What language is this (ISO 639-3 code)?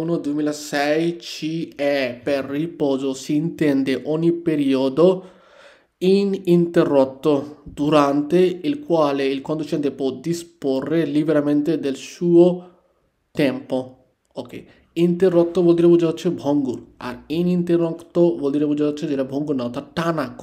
ben